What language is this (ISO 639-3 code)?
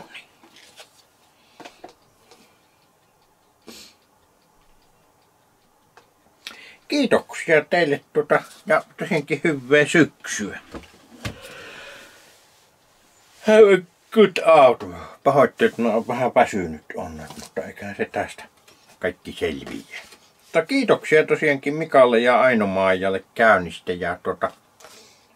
fin